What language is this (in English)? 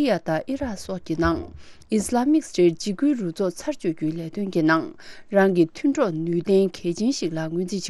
Tibetan